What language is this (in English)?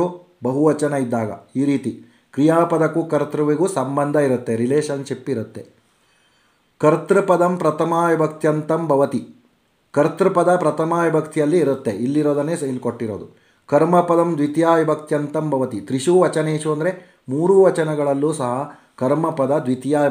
Kannada